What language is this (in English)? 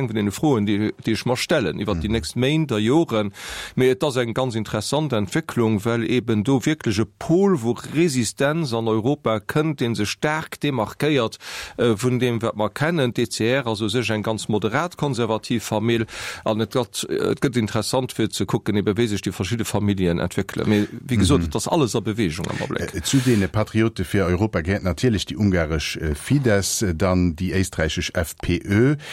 Luxembourgish